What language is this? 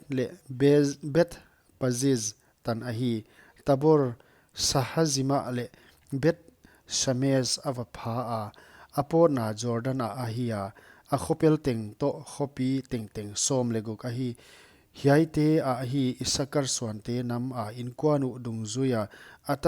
Paite Chin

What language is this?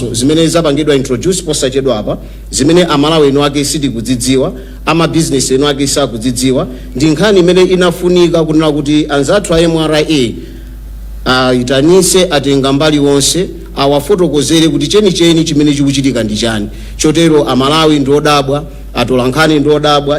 Nyanja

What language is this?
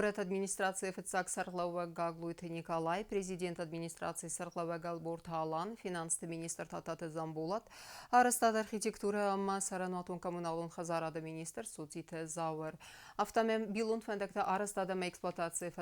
Ossetic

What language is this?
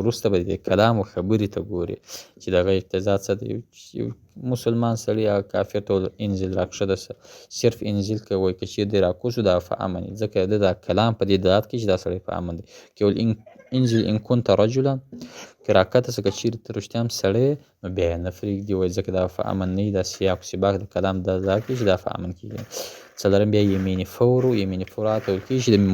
Pashto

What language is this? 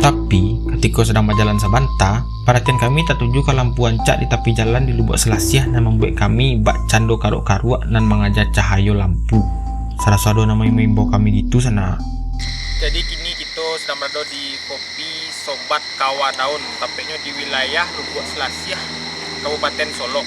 Minangkabau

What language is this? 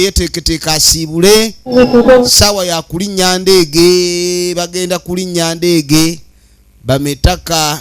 Ganda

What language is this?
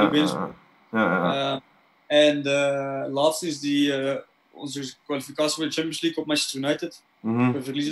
Dutch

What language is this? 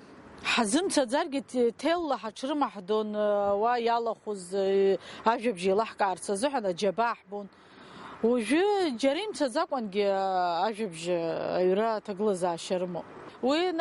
Abkhazian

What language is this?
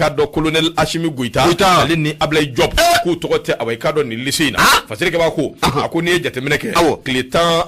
Bambara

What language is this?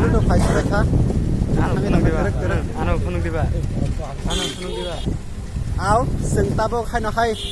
Kok Borok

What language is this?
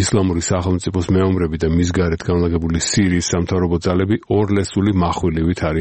Georgian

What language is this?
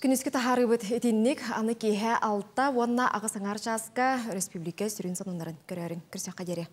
Yakut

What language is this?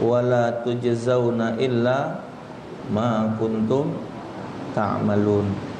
Musi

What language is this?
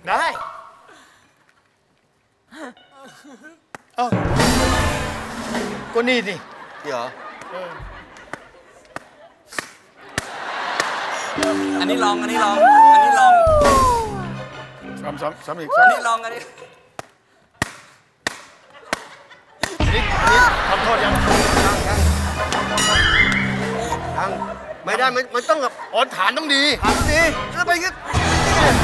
Thai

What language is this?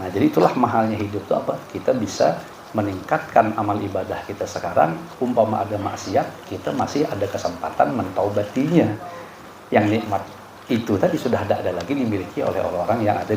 Banjar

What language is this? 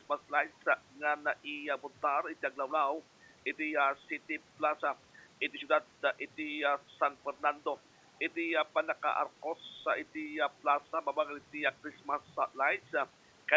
Iloko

